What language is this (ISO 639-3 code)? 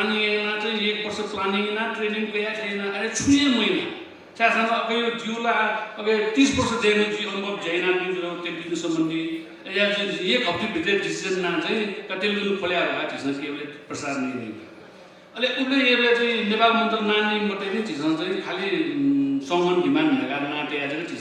new